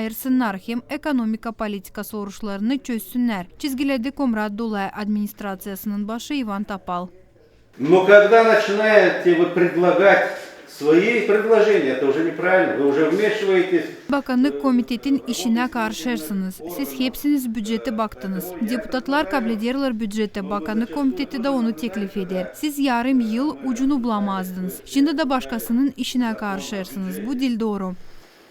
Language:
Gagauz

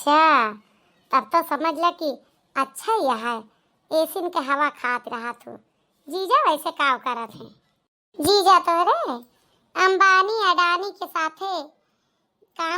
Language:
Awadhi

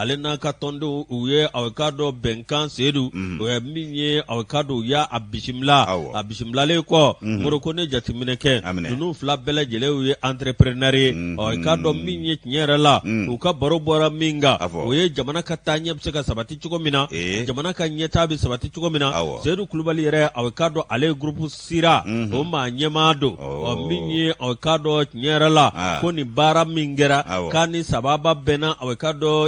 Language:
Bambara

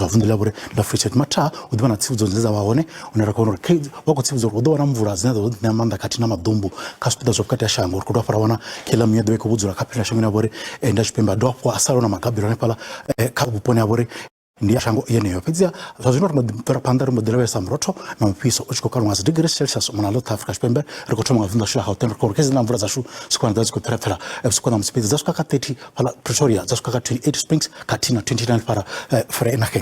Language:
Venda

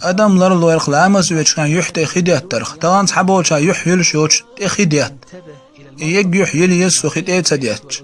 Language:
Chechen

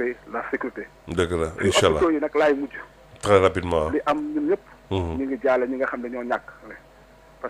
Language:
Wolof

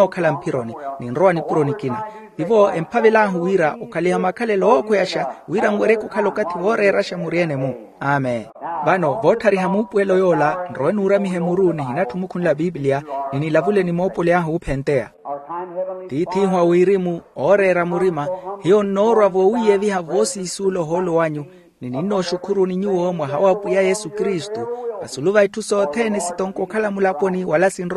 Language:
Makhuwa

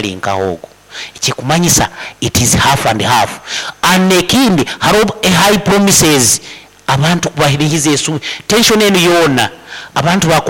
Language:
Nyankole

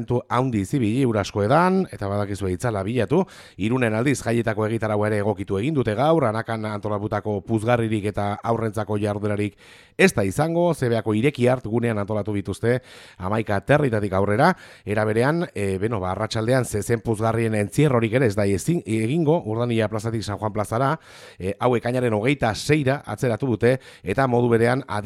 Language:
Basque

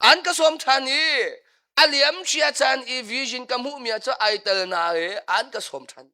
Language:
Hakha Chin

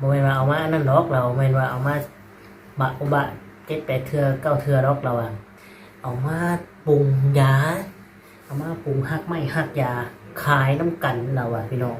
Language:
Lao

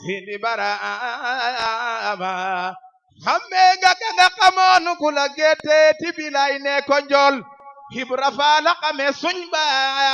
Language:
Wolof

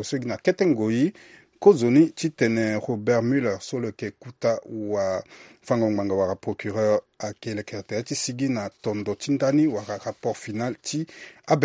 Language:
Sango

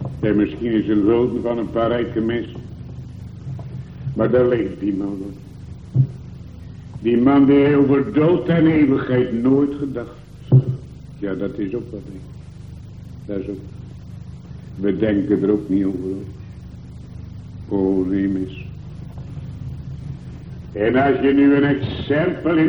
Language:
Dutch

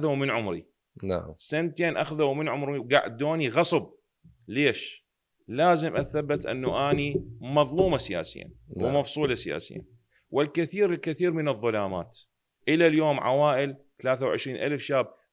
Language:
Mesopotamian Arabic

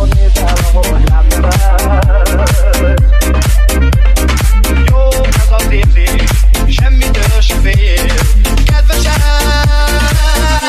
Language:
Hungarian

